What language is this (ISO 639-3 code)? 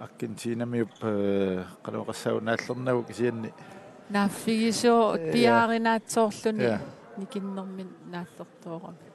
kal